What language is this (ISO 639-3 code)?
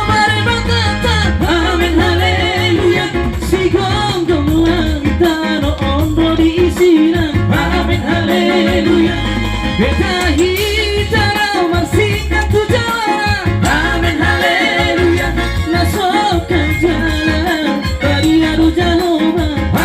bbc